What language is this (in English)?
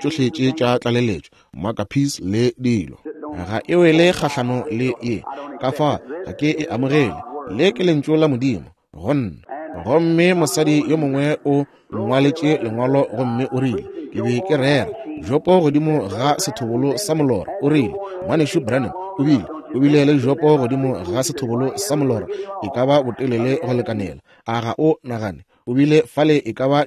Northern Sotho